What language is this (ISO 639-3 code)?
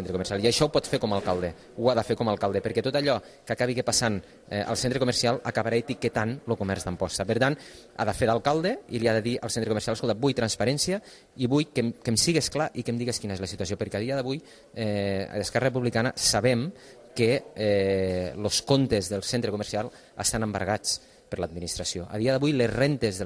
cat